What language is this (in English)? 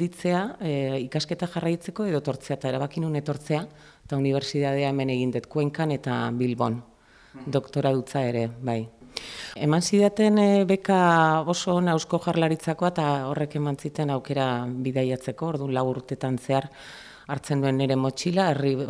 Basque